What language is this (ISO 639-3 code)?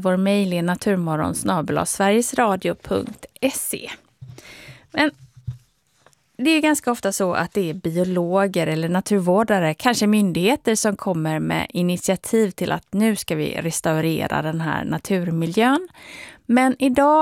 swe